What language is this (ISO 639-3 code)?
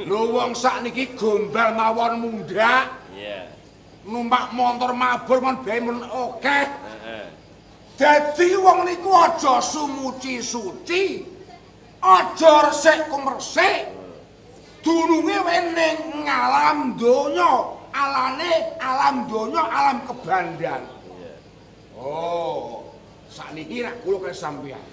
jav